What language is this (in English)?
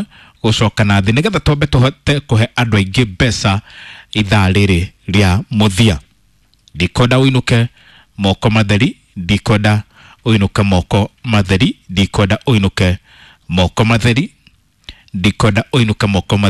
Kikuyu